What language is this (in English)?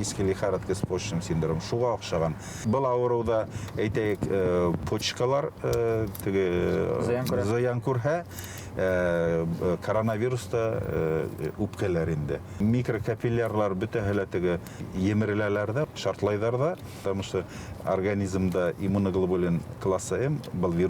Bashkir